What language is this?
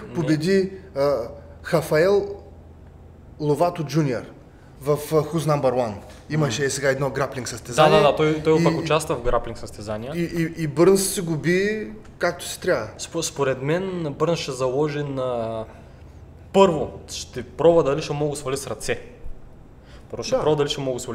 Bulgarian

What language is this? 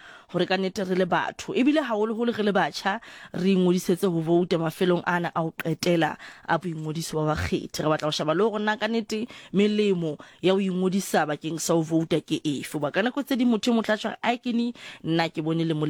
Southern Sotho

